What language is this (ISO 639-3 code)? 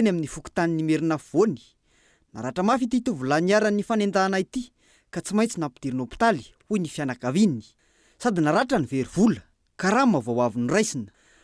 mlg